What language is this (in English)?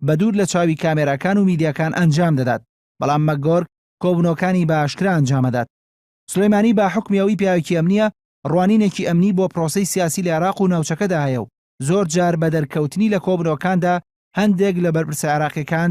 Central Kurdish